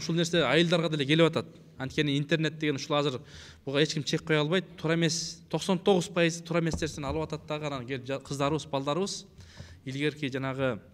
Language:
Kyrgyz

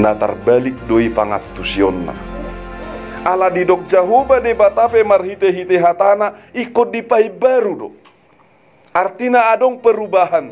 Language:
Batak Toba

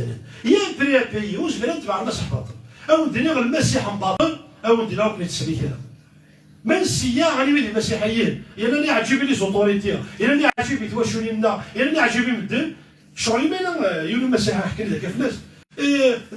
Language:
Kabyle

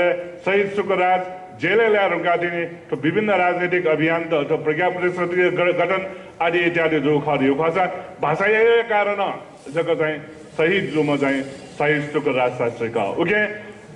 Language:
Newari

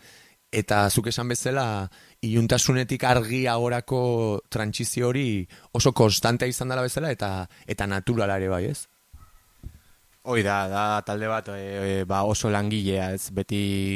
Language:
Basque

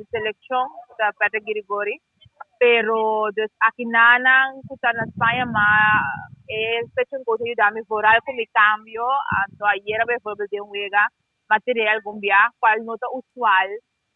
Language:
Papiamento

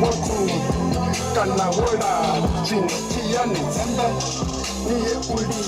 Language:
Venda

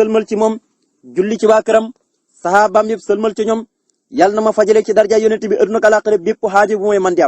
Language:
Wolof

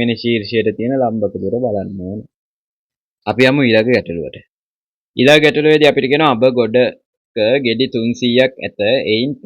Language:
Sinhala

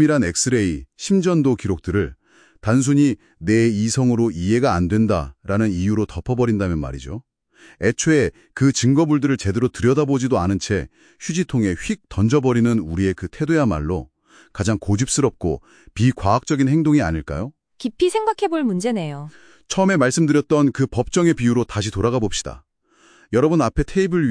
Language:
Korean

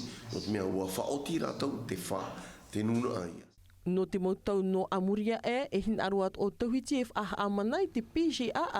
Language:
Tahitian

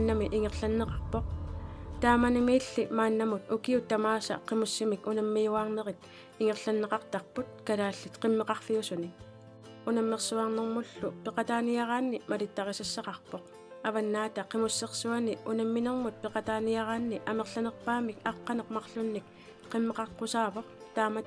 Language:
Kalaallisut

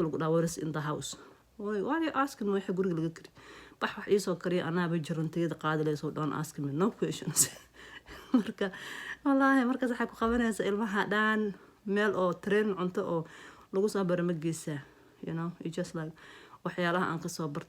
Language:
Somali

